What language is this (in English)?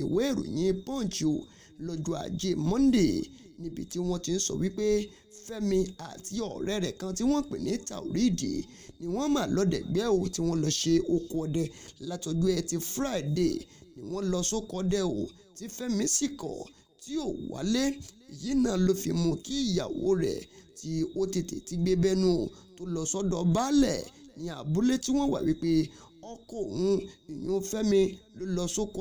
Yoruba